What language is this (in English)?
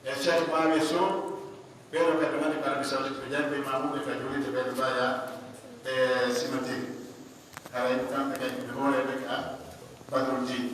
Pular